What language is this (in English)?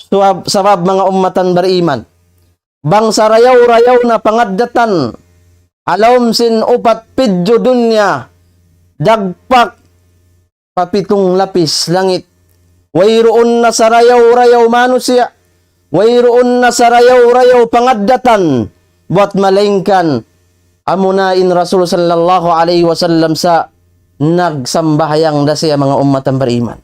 Tausug